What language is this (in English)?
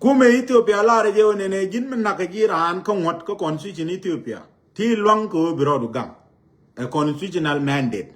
Nuer